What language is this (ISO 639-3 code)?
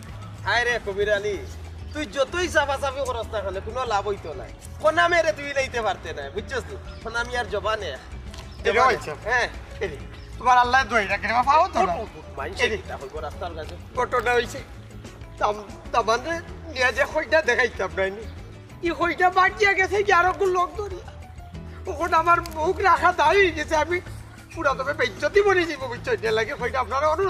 syl